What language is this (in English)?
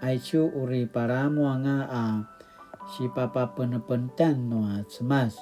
Paiwan